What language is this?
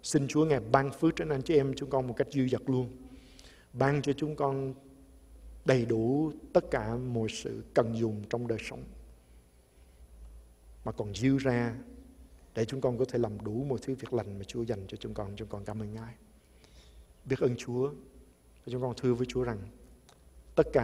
Vietnamese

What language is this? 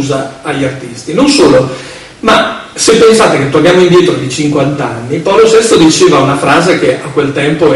Italian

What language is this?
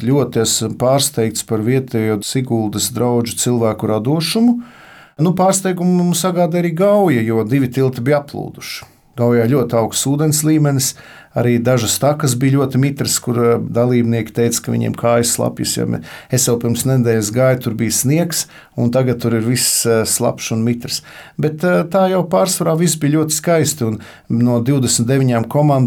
Latvian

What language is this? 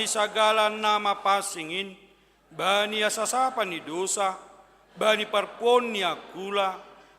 Batak Simalungun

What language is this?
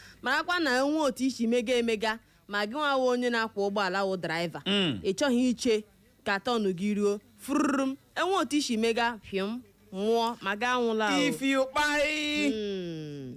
Igbo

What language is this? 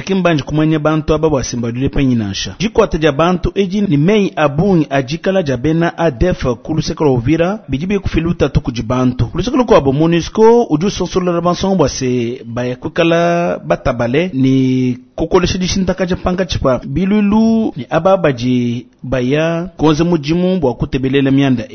Luba-Lulua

